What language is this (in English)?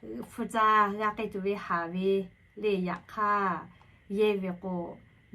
Lahu